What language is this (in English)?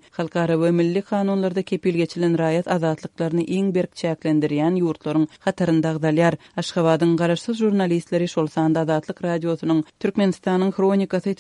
Turkmen